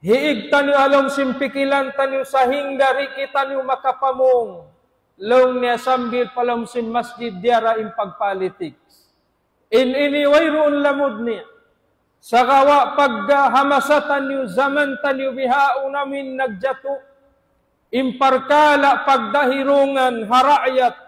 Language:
Tausug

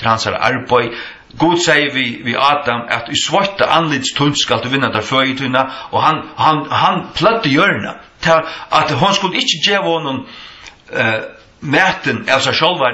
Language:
Faroese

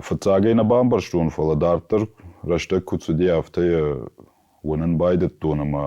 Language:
Ossetic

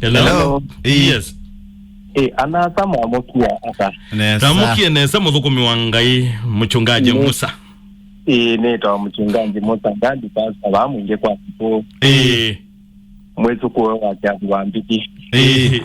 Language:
Kamba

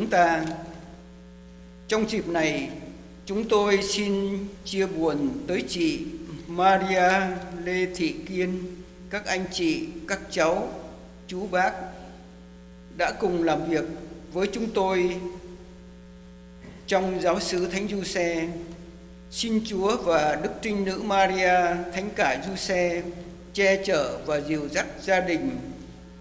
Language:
Vietnamese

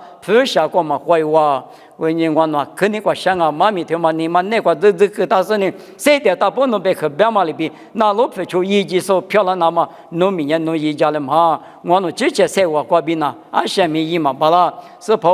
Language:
Lisu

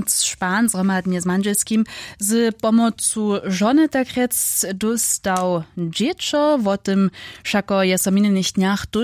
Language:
Upper Sorbian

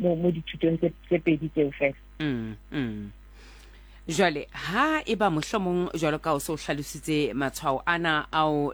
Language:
Southern Sotho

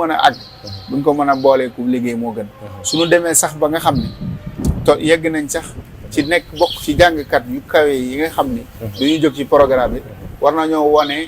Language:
Wolof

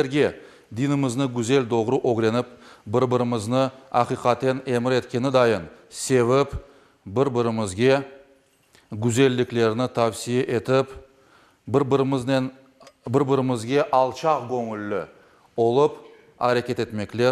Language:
Crimean Tatar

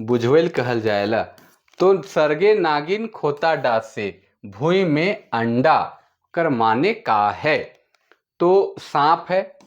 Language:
Sadri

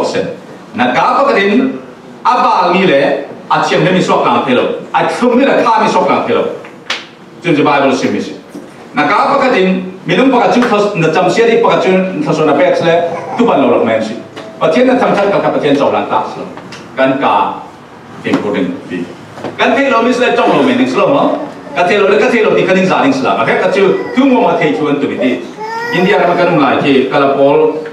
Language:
Falam Chin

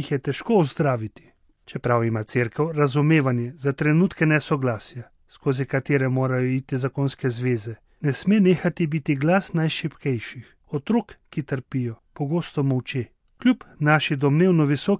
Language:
Slovenian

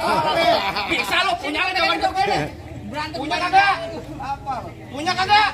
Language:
Betawi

